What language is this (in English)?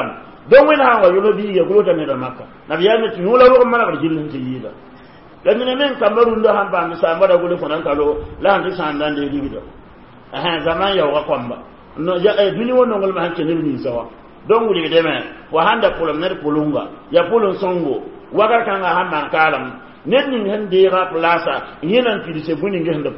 Mossi